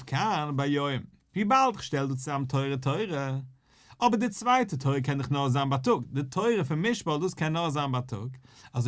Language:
Yiddish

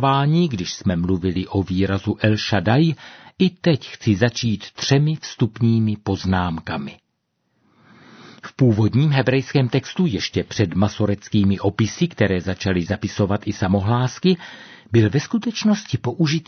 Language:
Czech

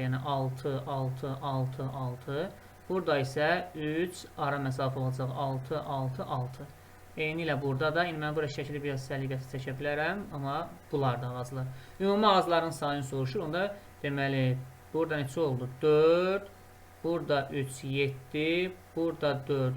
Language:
Azerbaijani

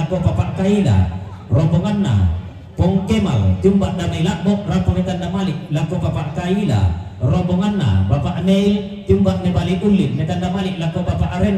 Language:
Toraja-Sa'dan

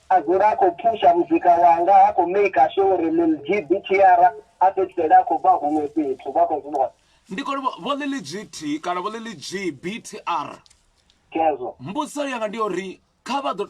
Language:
Venda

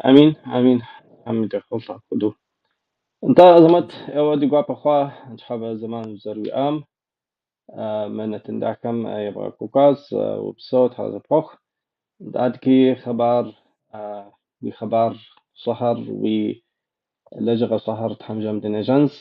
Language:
Kabardian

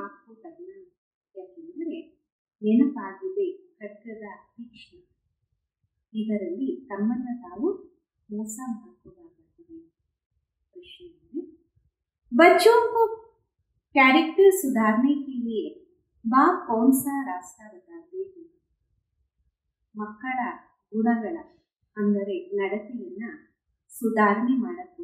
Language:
Kannada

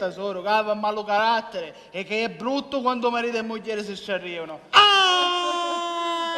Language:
Sicilian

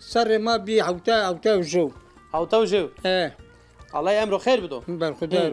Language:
Zaza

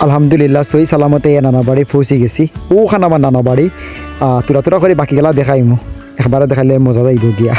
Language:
Sylheti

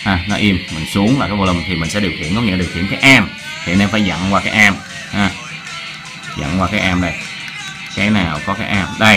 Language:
Vietnamese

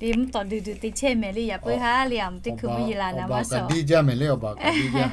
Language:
Lahu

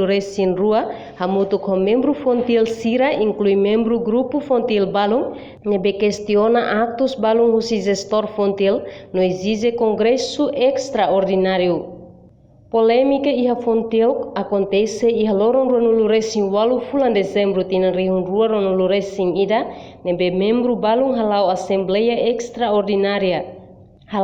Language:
Tetum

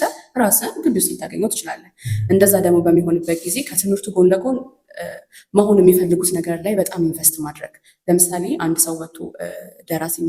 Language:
Amharic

